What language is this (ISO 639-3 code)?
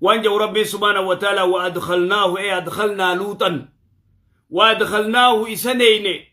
orm